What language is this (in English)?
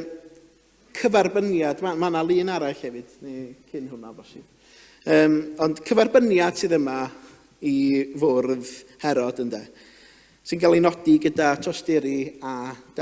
Welsh